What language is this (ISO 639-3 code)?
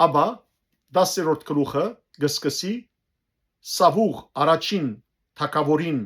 hyw